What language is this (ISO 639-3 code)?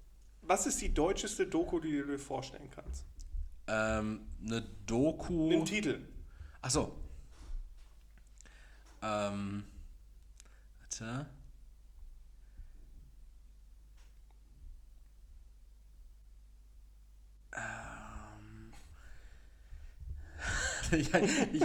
deu